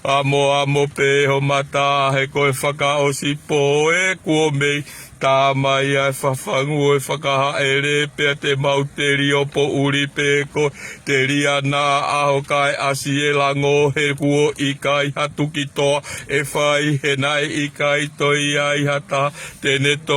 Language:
Tongan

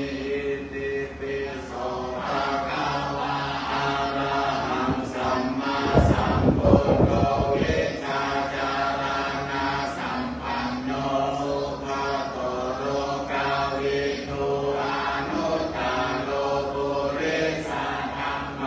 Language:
Pali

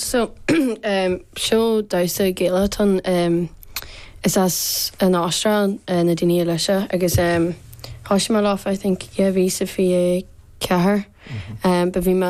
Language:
Irish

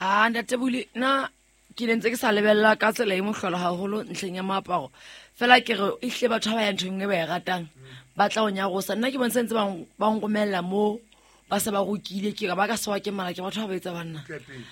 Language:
Southern Sotho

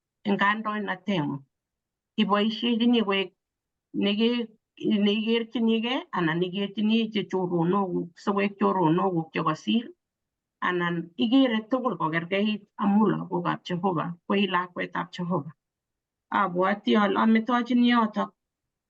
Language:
Kalenjin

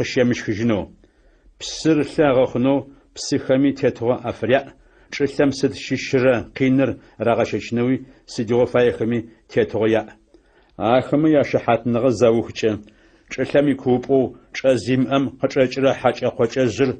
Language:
Adyghe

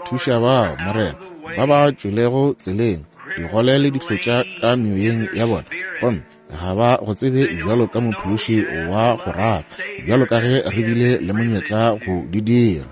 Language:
Northern Sotho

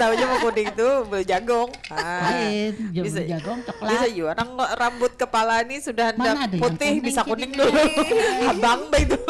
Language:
Banjar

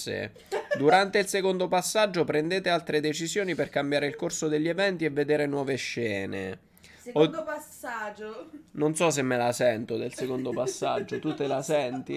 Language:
Italian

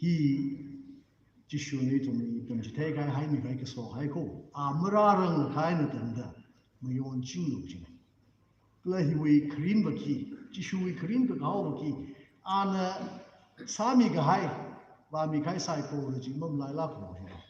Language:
Tangkhul Naga (India)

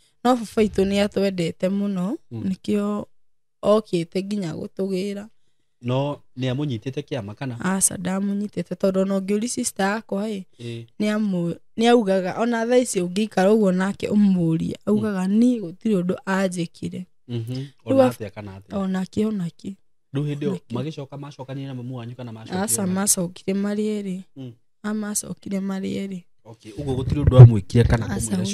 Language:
Kikuyu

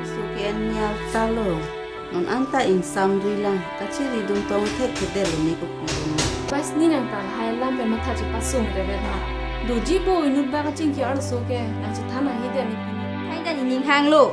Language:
Karbi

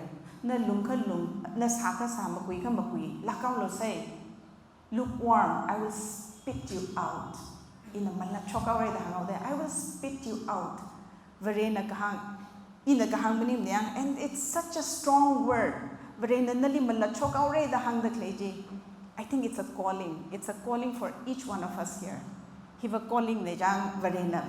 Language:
Tangkhul Naga (India)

